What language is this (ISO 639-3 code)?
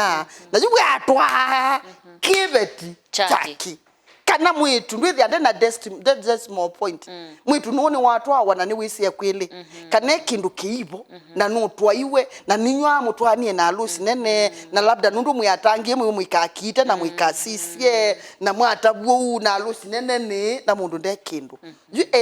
kam